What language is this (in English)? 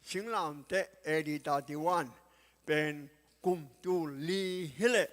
Tedim Chin